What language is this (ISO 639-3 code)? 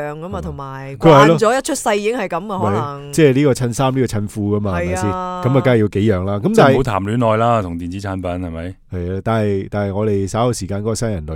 yue